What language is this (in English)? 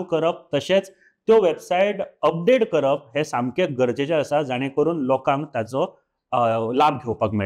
Konkani